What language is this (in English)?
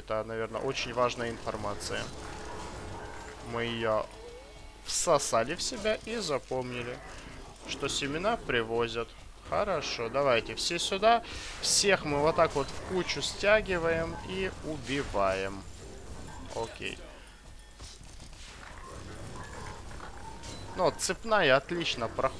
Russian